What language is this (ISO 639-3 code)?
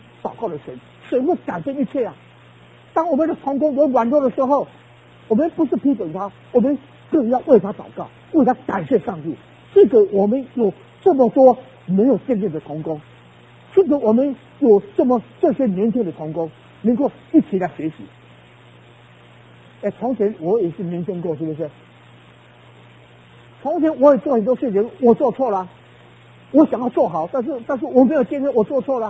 zho